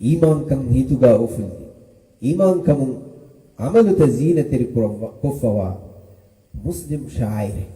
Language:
Divehi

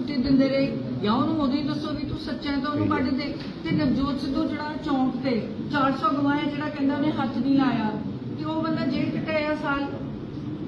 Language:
Punjabi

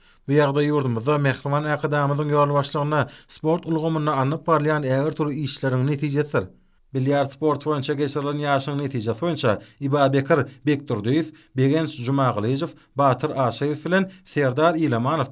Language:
Turkmen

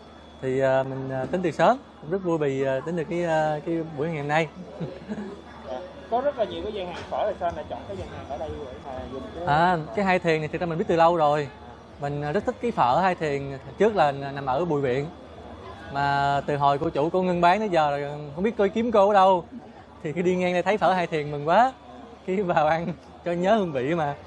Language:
Vietnamese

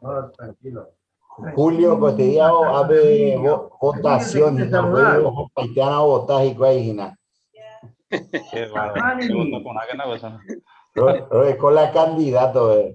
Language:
Guarani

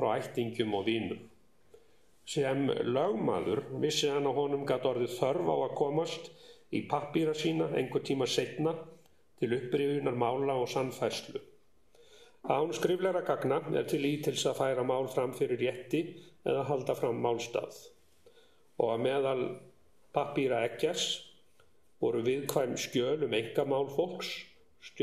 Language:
Icelandic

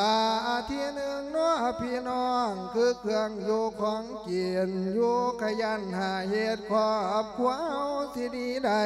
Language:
Lao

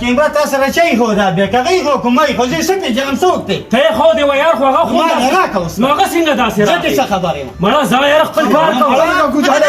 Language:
Pashto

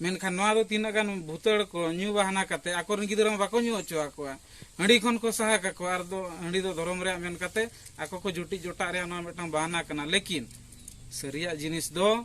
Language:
Santali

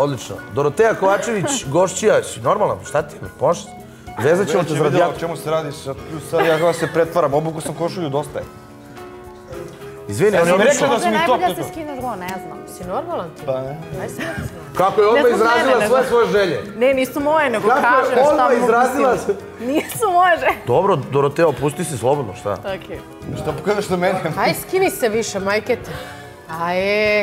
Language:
Bosnian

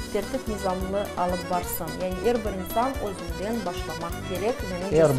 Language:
Crimean Tatar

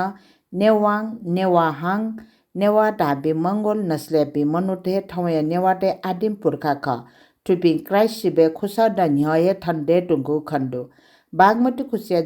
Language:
Newari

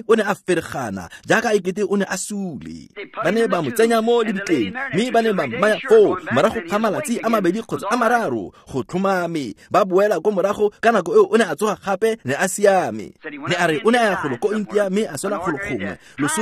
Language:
Tswana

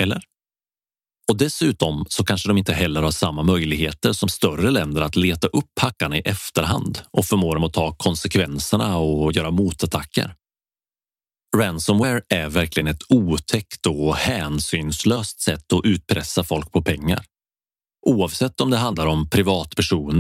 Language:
Swedish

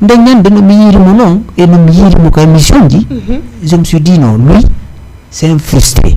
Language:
Fula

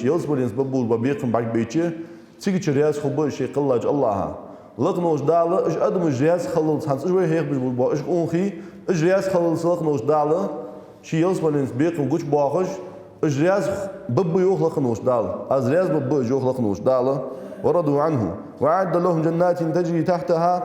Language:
Ingush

